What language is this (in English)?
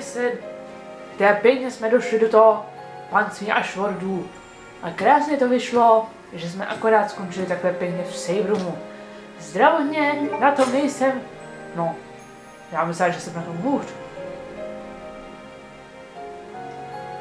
Czech